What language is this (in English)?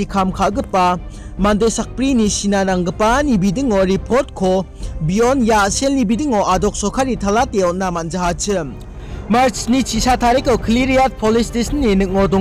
Garo